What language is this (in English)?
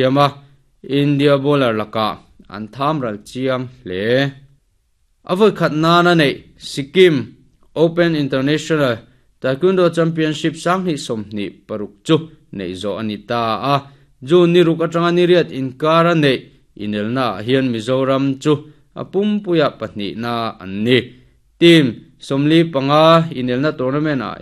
Mizo